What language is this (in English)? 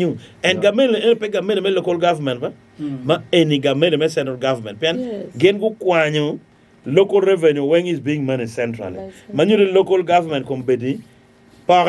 Acoli